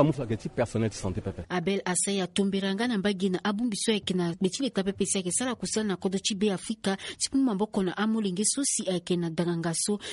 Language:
Sango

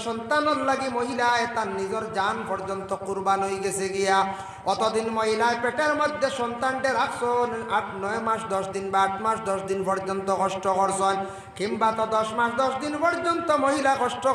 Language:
Sylheti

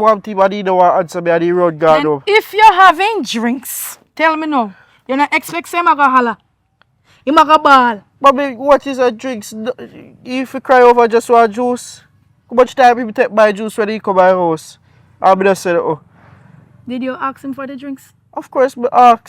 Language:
Jamaican Creole English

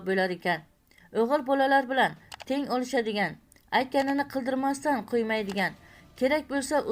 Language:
Uzbek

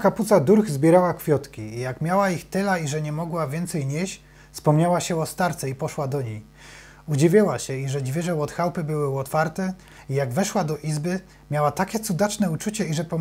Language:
Silesian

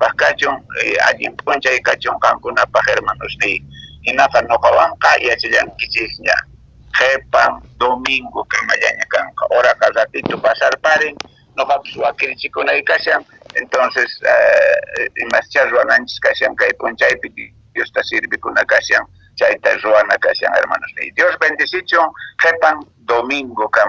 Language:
Quechua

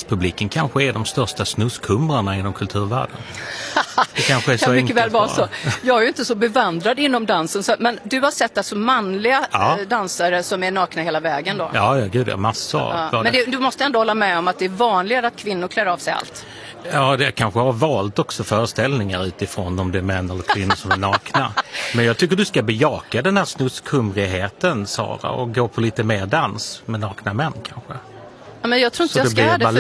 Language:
Swedish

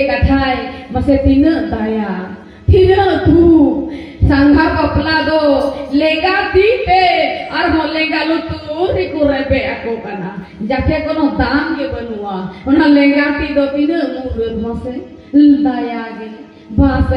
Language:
Santali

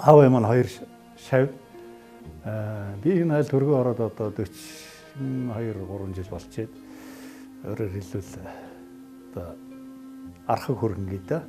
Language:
Mongolian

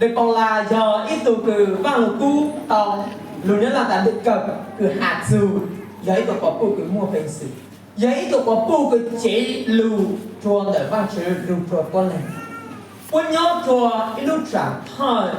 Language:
Hmong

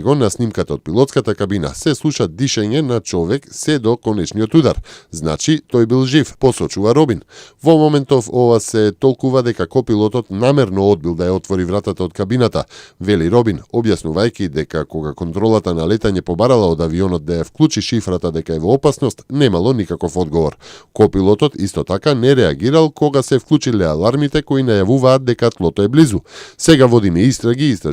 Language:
Macedonian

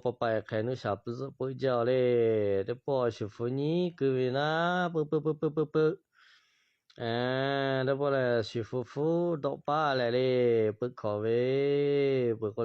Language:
Lahu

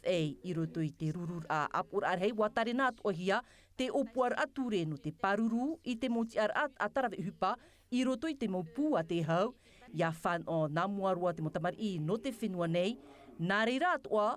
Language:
Tahitian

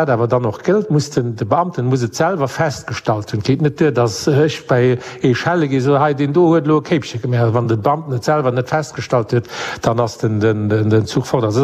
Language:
Luxembourgish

